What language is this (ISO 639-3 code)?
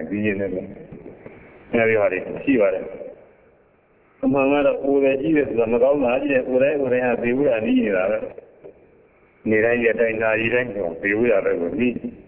mya